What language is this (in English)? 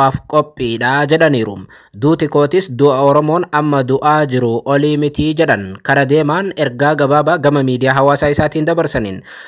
Oromo